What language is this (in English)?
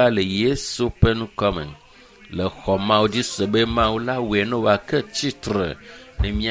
Ewe